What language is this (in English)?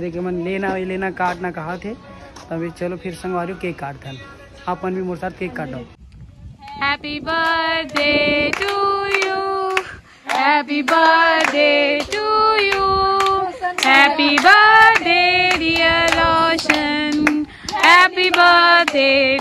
Chhattisgarhi